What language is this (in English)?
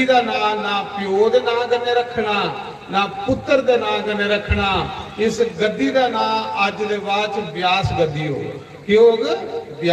Dogri